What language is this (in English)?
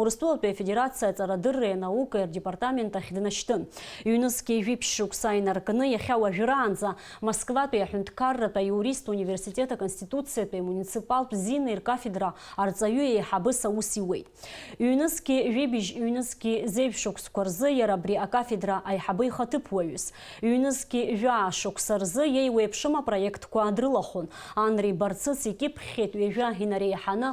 Abkhazian